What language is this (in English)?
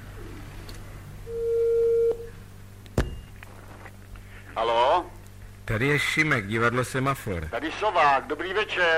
Czech